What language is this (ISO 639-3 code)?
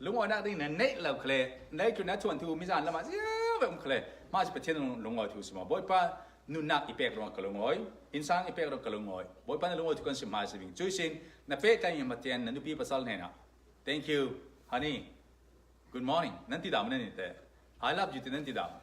cfm